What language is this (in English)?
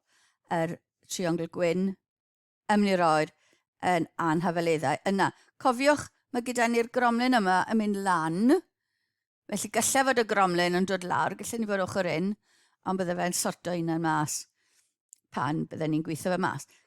Welsh